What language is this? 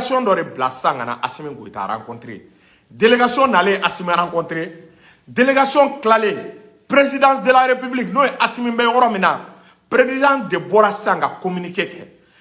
Bambara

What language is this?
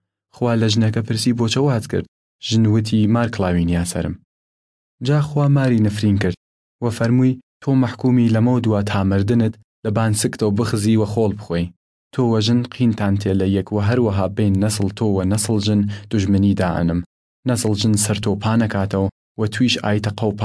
Southern Kurdish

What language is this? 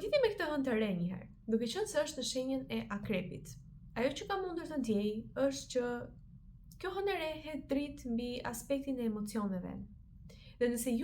Albanian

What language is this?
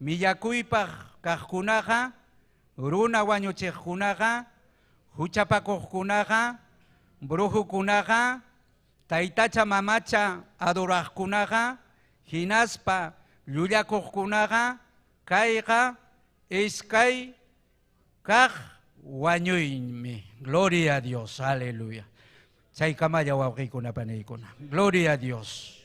Ayacucho Quechua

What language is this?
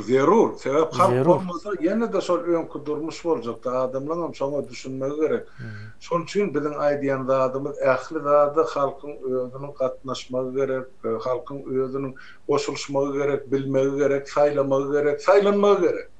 Turkmen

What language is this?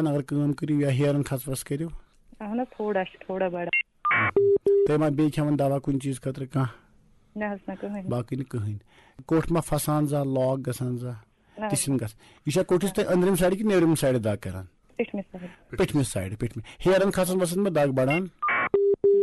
Kashmiri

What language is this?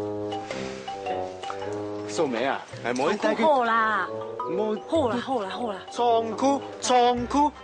Hakka Chinese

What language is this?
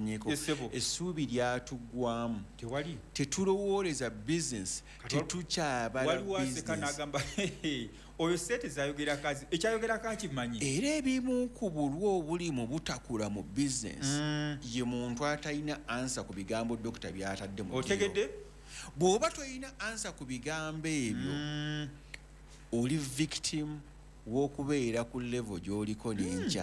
Ganda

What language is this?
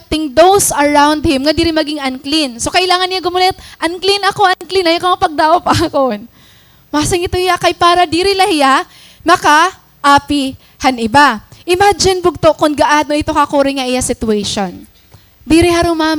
Waray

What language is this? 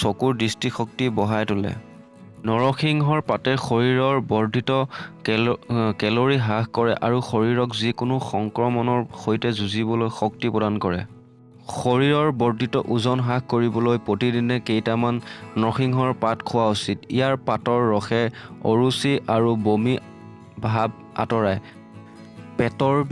Assamese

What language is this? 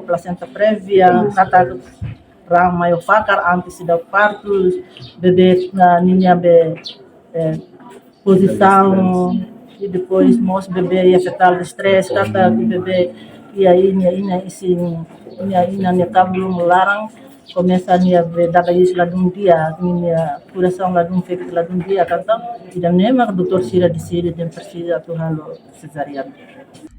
Tetum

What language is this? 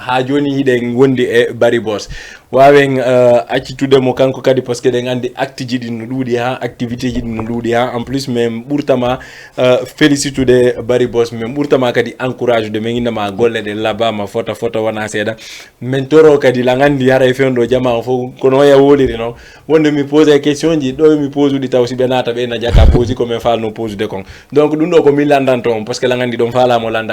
Fula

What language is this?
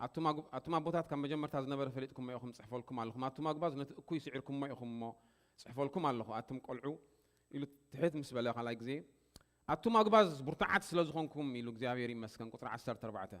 Tigrinya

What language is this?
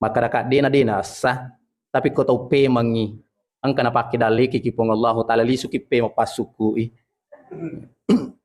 Buginese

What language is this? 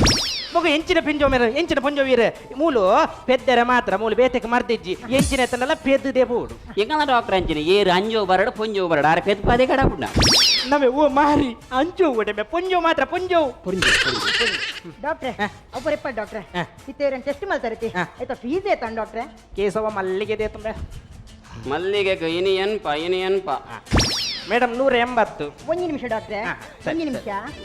Tulu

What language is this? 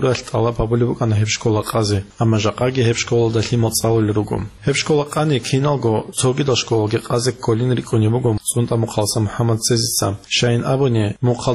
Avaric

